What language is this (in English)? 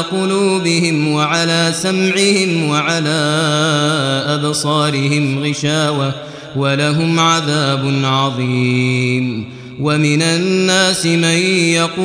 Arabic